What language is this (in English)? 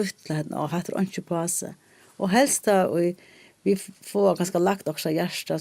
Faroese